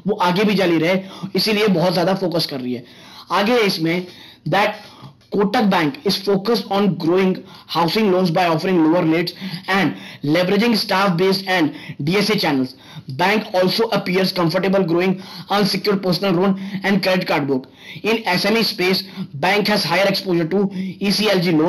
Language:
Hindi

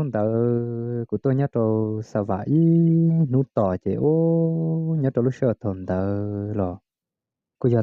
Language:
Hmong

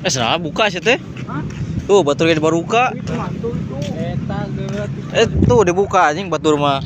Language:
Sundanese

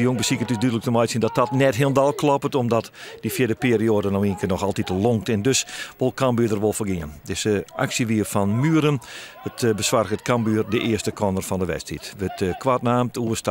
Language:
Western Frisian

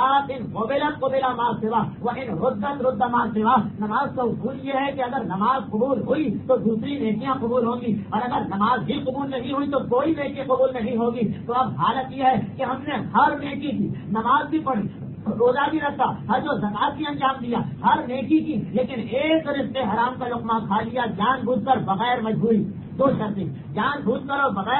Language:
Urdu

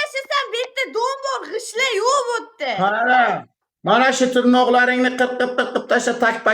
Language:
Uzbek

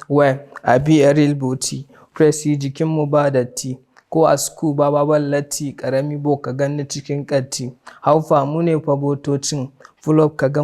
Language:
Hausa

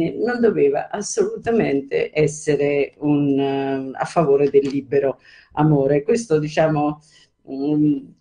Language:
Italian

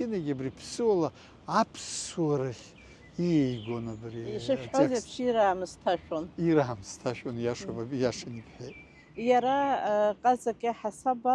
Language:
Abkhazian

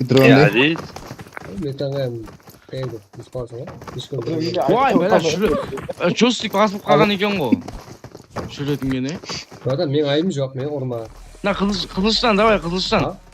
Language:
Kara-Kalpak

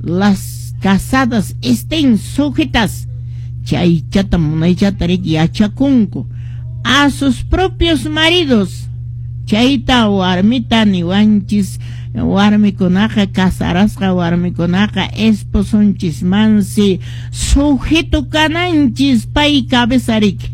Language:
Quechua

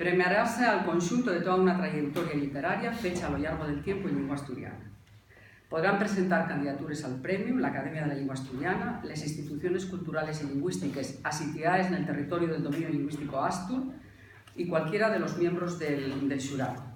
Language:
Asturian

